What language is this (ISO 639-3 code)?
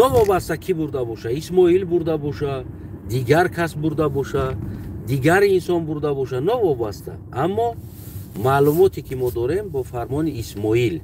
tgk